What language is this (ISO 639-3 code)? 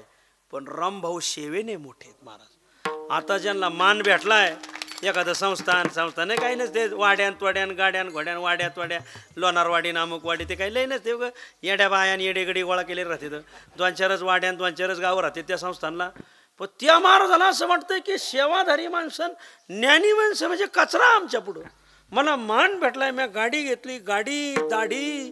mar